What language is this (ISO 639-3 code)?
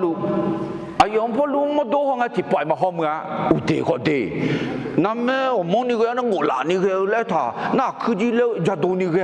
ahk